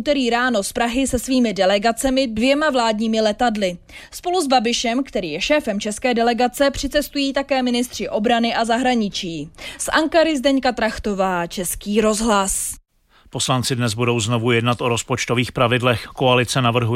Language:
Czech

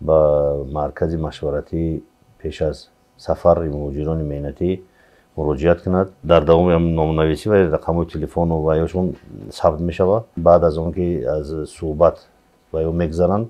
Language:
Tajik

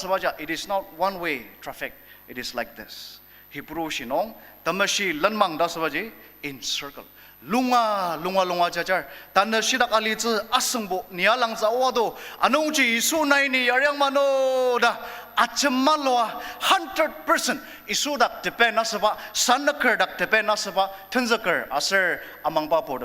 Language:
Ao Naga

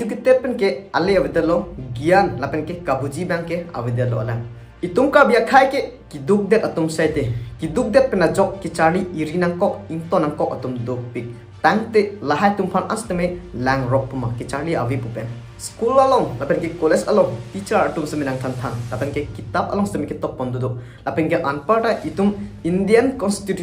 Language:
Karbi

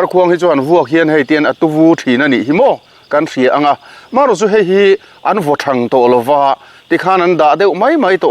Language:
Mizo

